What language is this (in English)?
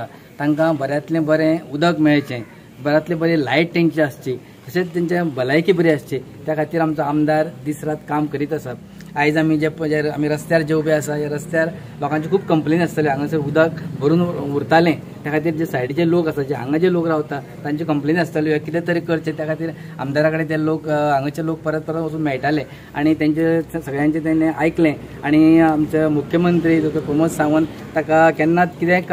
Konkani